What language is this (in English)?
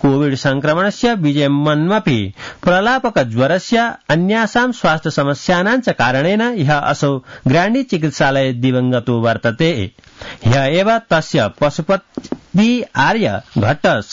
Sanskrit